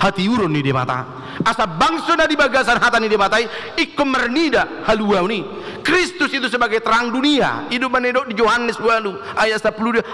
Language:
Batak Toba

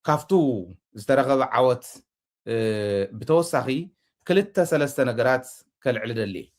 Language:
Tigrinya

